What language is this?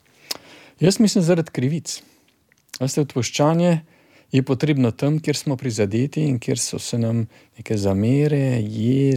Slovenian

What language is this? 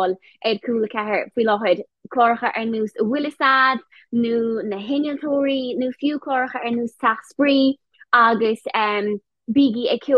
Irish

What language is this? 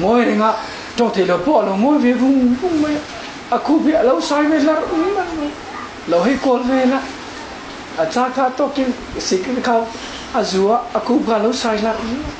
Mizo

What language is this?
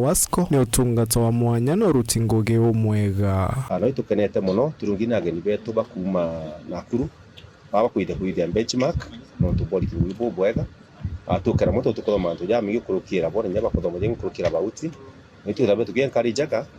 Meru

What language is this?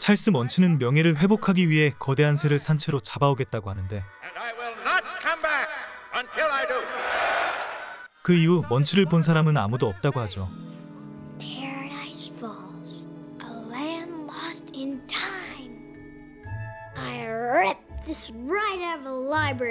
Korean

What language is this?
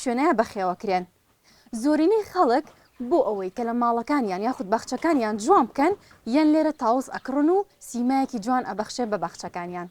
Central Kurdish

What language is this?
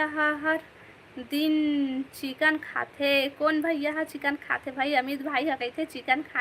Chhattisgarhi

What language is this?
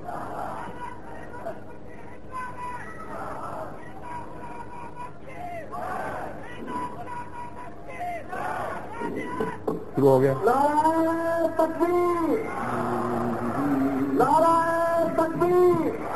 Urdu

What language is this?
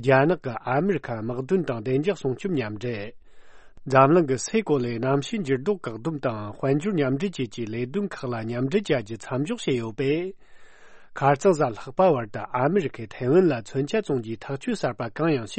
Tibetan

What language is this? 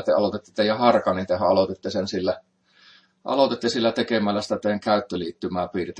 Finnish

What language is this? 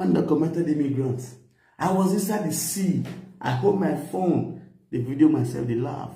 Nigerian Pidgin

